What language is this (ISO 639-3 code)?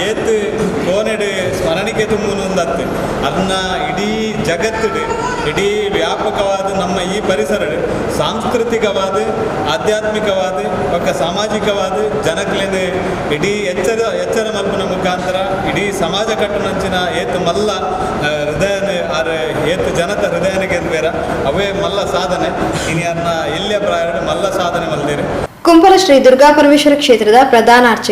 tcy